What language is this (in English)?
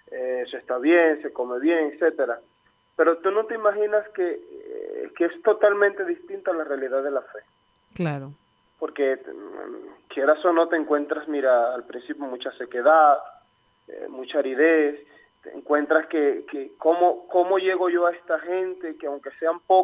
Spanish